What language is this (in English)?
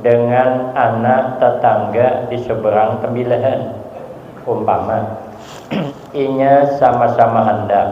Banjar